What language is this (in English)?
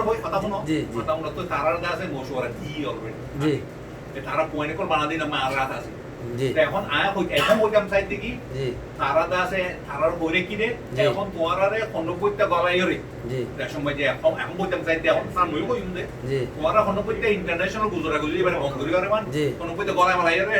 Rohingya